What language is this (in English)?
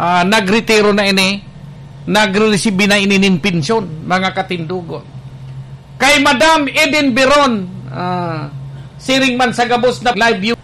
Bikol